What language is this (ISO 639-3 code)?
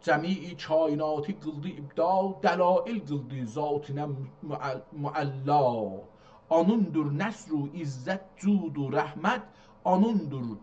azb